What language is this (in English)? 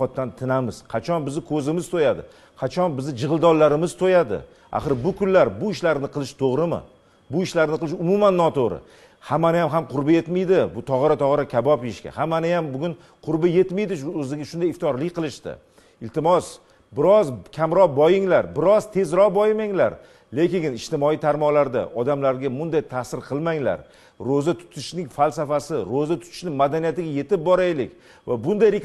Uzbek